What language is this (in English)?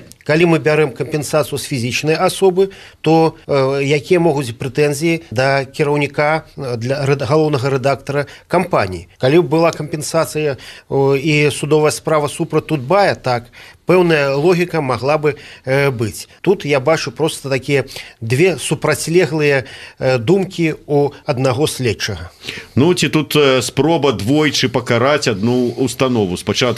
Belarusian